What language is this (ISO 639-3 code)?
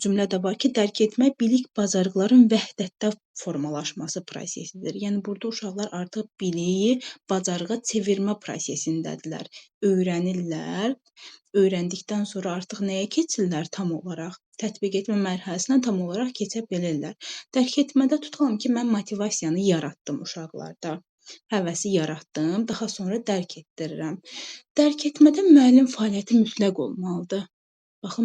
aze